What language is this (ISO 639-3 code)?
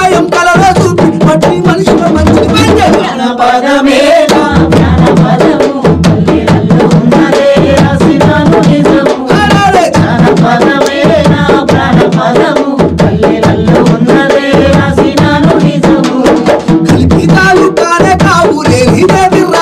tel